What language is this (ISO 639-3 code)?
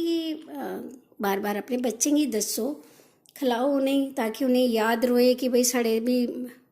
doi